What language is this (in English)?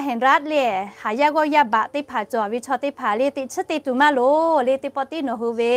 Lahu